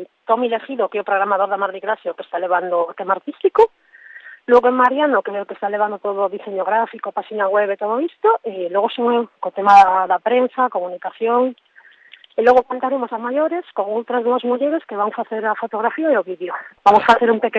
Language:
Galician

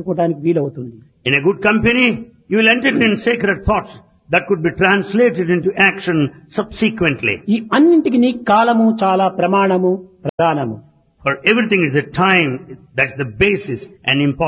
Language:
Telugu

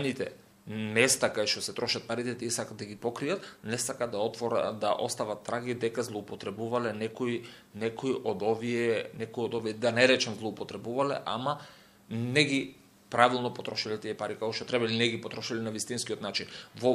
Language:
Macedonian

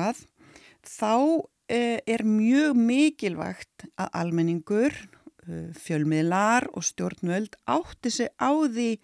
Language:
Icelandic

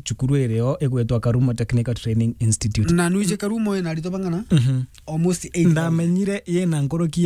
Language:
Meru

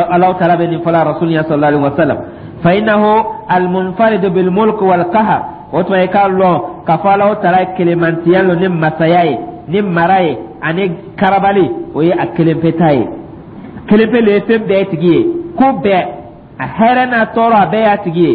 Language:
Dyula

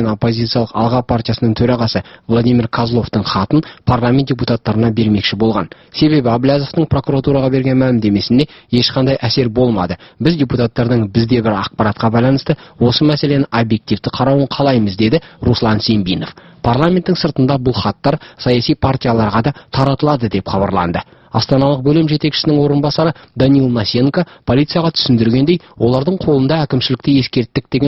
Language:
Kazakh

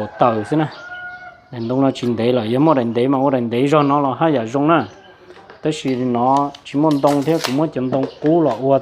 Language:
Hmong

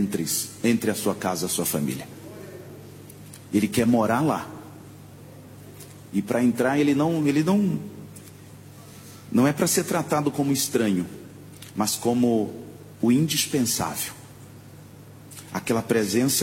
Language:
Portuguese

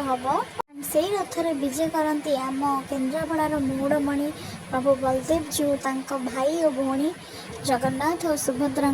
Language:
Odia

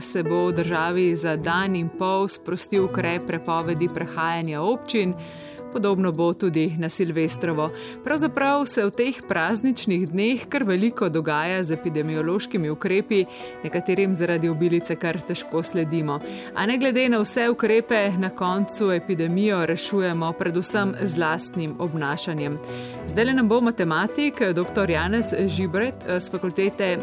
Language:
Slovenian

